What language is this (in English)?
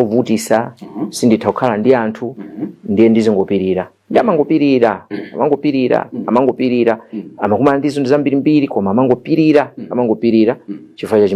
Nyanja